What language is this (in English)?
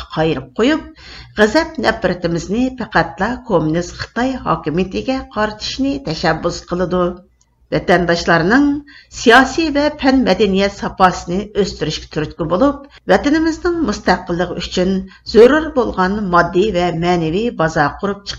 Uyghur